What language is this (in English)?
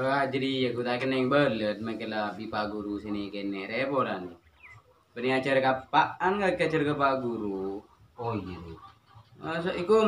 Madurese